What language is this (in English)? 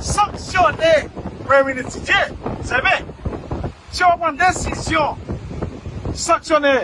Haitian Creole